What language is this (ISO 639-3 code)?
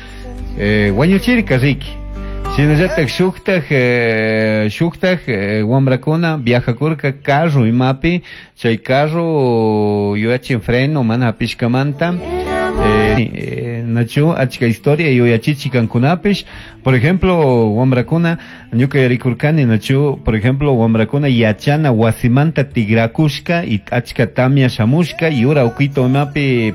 qug